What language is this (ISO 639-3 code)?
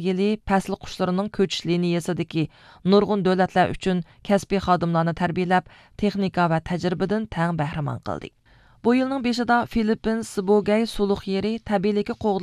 uig